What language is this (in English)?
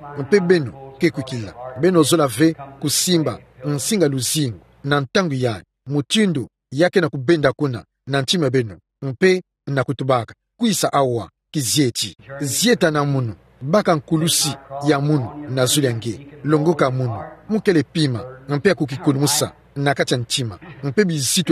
Kituba (Democratic Republic of Congo)